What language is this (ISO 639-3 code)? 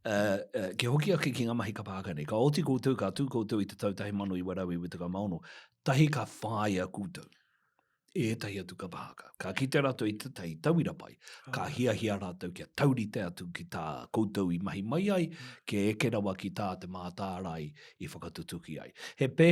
mri